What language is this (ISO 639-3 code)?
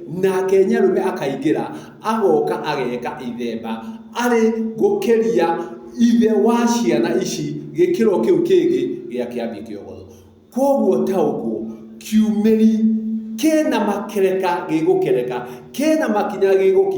kik